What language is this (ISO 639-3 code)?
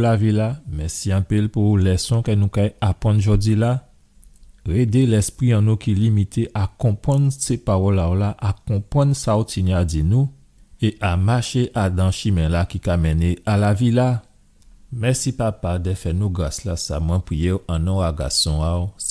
gcf